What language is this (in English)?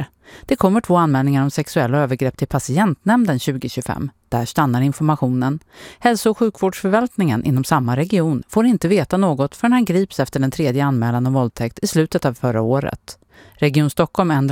Swedish